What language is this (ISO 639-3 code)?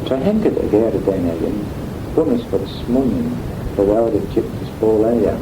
glv